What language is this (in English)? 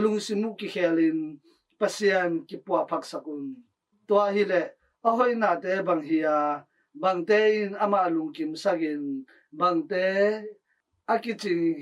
Tedim Chin